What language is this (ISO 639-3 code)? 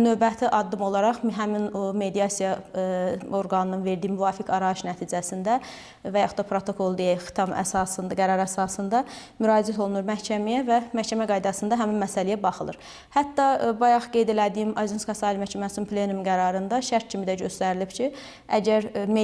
aze